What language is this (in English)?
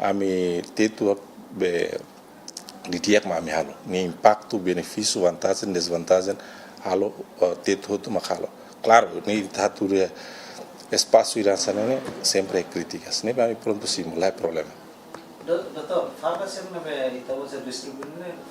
Tetum